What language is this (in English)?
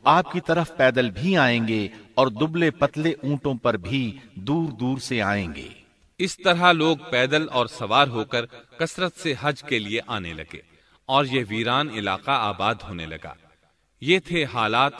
Urdu